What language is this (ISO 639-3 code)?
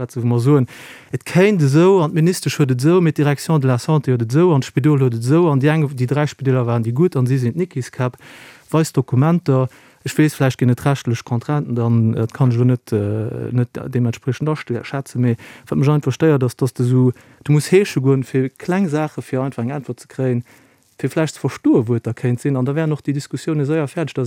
ltz